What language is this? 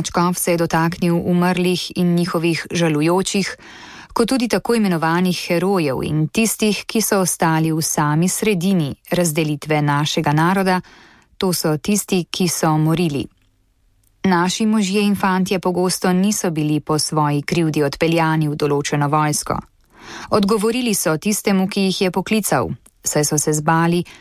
Slovenian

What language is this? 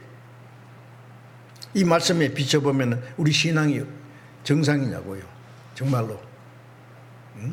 Korean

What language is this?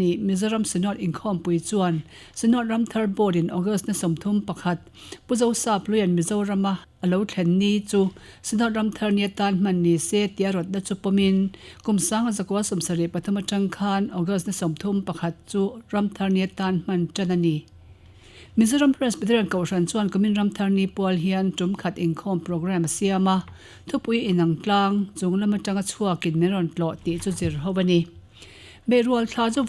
Mizo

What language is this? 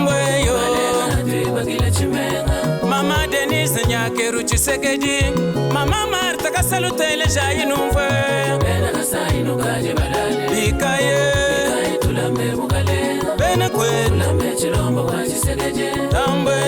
Luba-Lulua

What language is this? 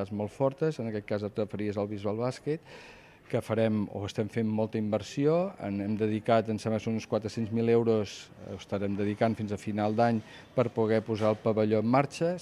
Catalan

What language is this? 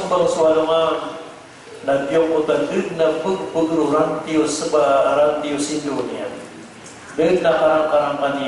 Maranao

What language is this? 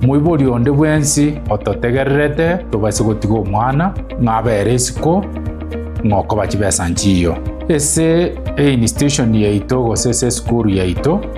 Gusii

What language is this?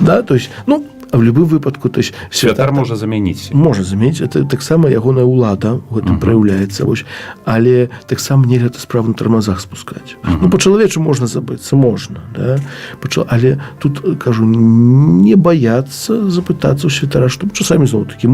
Belarusian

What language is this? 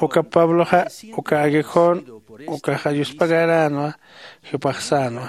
Aymara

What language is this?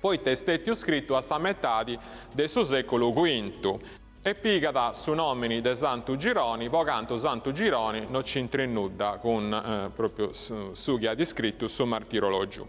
Sardinian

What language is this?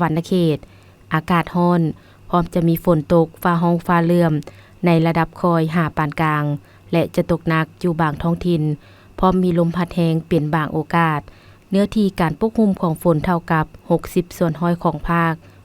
Lao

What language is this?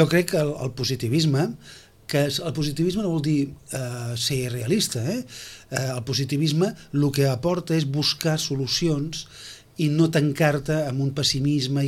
Catalan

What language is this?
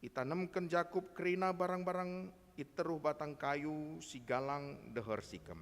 Batak Karo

